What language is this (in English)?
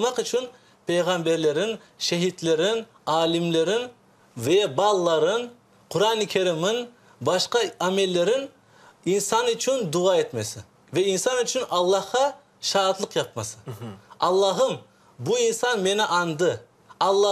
Crimean Tatar